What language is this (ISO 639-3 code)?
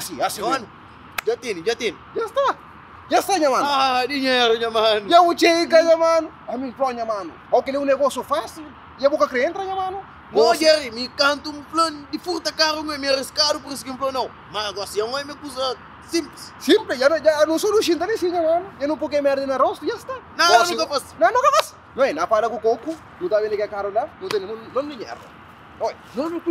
kea